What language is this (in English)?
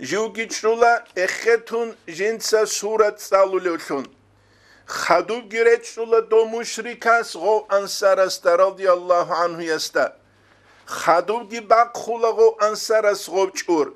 Avaric